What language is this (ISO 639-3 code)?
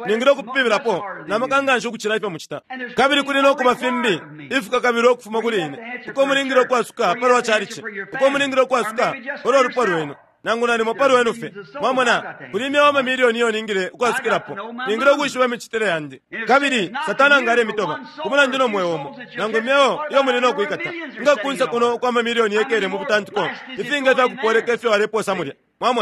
bem